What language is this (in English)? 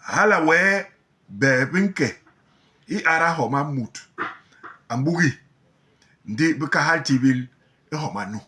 Basaa